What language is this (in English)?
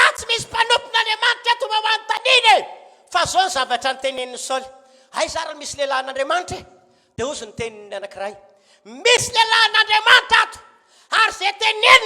Malagasy